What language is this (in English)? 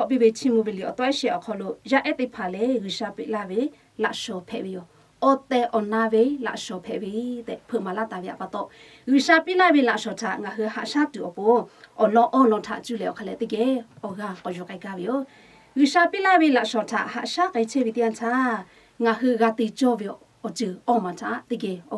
Lahu